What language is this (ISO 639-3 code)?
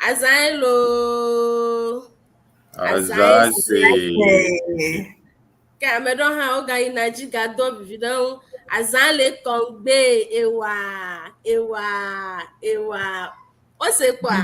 ewe